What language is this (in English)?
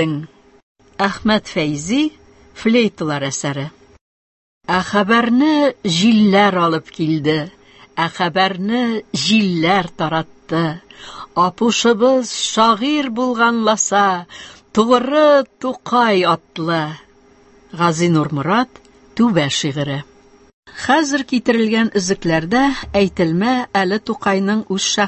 Tatar